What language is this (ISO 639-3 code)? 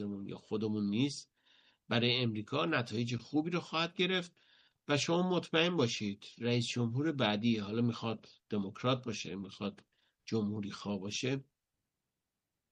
fas